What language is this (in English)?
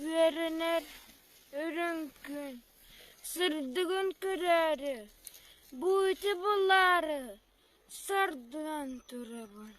Yakut